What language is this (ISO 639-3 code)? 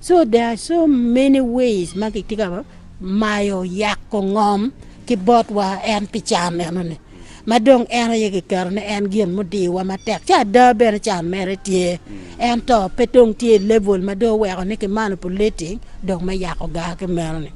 ach